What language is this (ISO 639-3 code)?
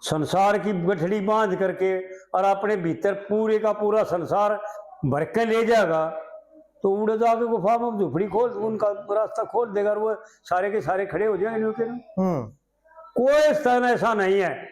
bgc